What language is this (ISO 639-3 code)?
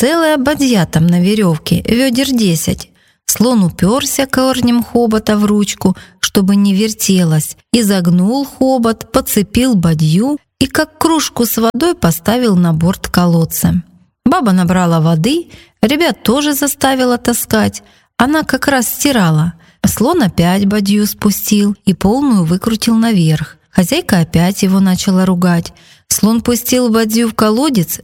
rus